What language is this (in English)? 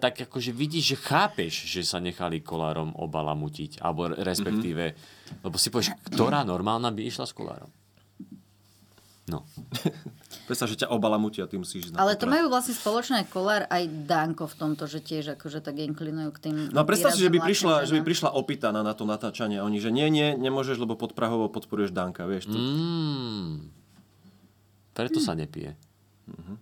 Slovak